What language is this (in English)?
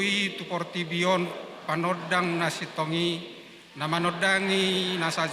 Batak Toba